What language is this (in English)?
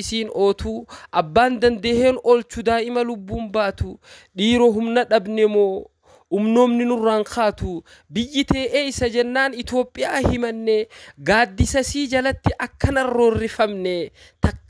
Oromo